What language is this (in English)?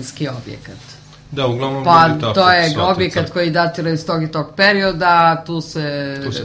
Serbian